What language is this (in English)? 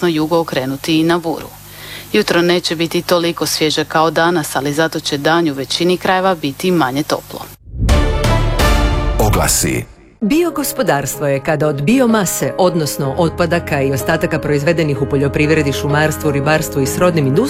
Croatian